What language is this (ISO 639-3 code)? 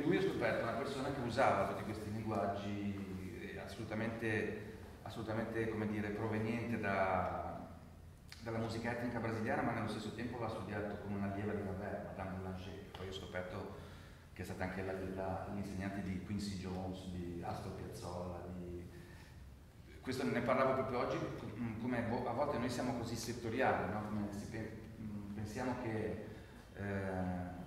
ita